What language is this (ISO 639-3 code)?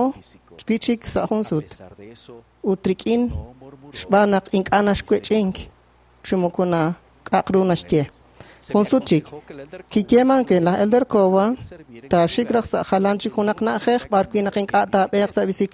kek